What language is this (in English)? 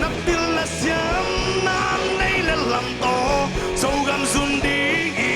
Tedim Chin